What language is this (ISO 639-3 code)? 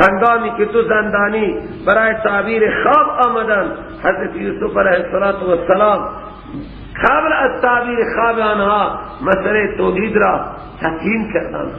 fas